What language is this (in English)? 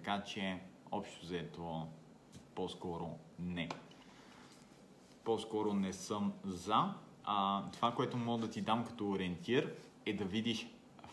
Bulgarian